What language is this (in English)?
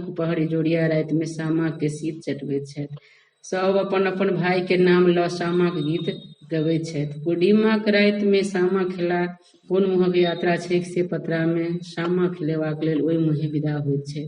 Maithili